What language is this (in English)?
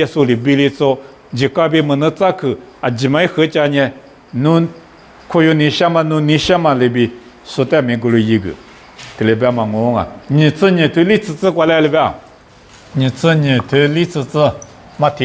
Lisu